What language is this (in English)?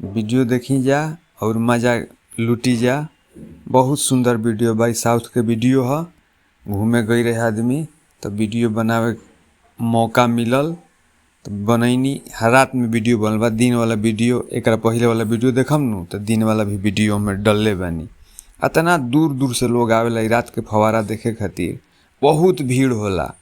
Bhojpuri